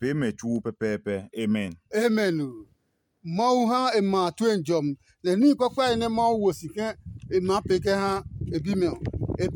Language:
Adangme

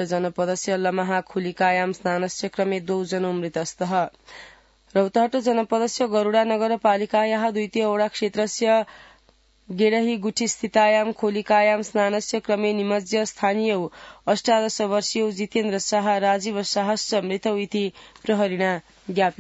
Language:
Sanskrit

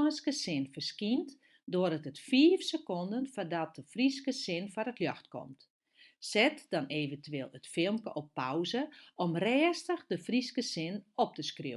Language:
Western Frisian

